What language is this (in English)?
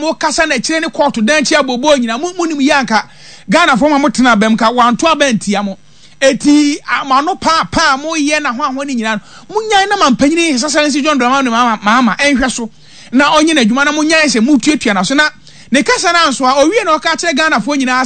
Akan